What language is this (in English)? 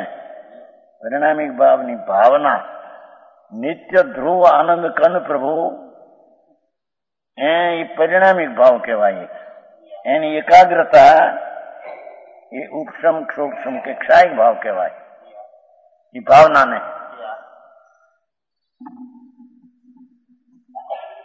Gujarati